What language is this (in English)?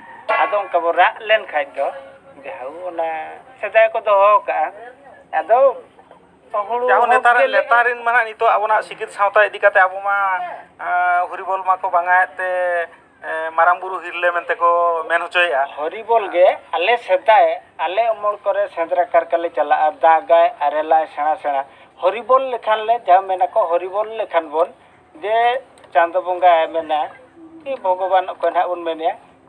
Santali